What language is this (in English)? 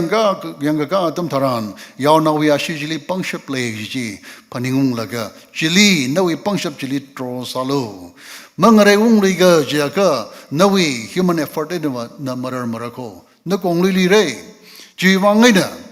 Tangkhul Naga (India)